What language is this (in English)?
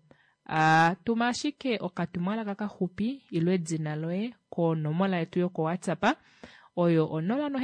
Kuanyama